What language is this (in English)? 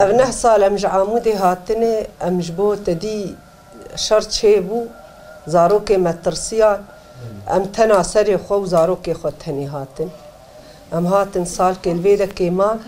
Kurdish